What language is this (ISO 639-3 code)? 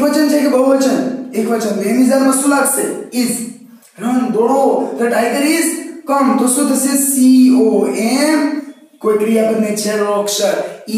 guj